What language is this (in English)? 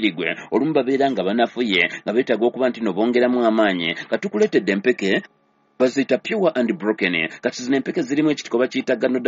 Ganda